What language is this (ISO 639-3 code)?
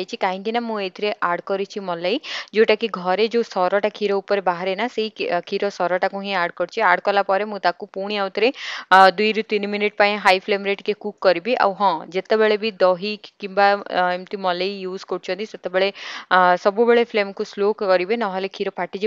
ori